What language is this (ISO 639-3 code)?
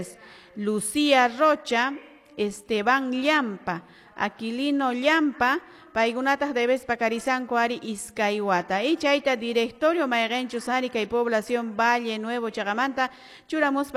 que